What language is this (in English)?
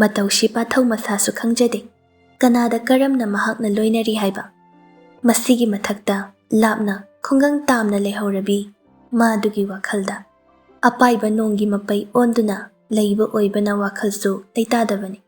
Manipuri